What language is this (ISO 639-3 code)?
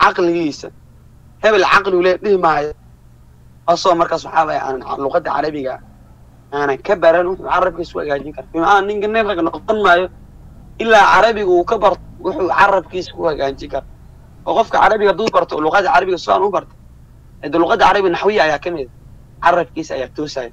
som